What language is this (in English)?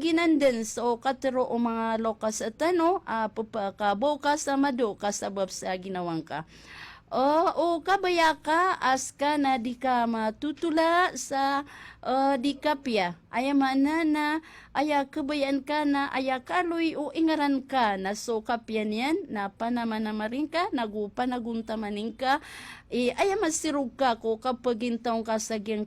Maranao